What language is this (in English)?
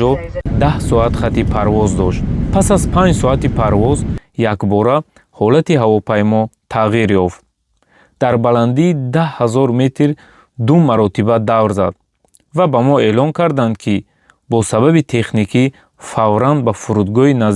Tajik